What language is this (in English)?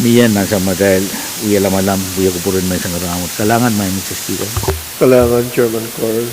Pohnpeian